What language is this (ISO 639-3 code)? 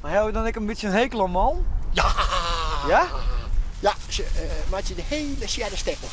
fry